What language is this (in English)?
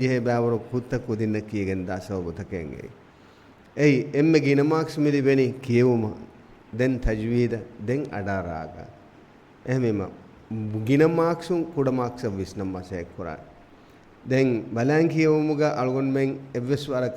Divehi